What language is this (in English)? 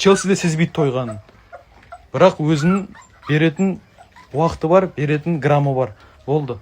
Kazakh